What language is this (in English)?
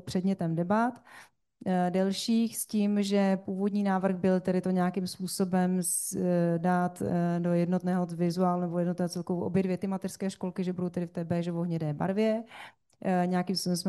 Czech